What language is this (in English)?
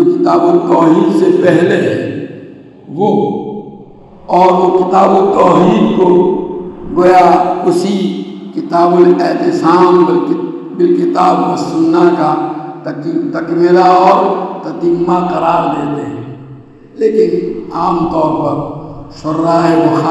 Urdu